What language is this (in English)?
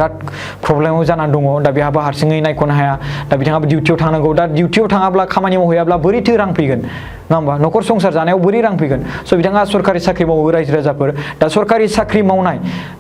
Bodo